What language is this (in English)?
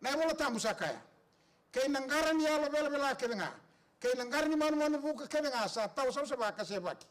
Fijian